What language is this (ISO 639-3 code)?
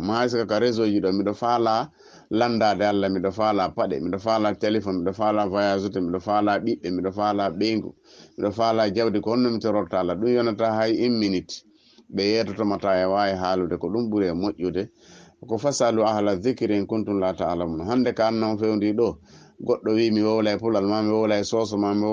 ful